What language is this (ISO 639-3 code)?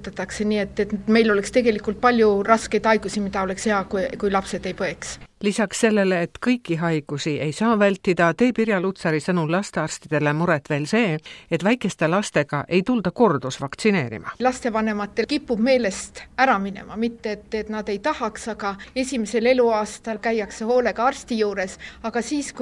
est